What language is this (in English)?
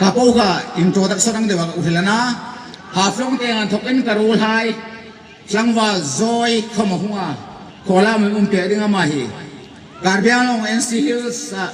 Hmar